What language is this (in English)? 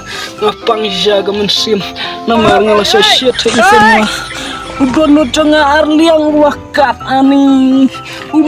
Khasi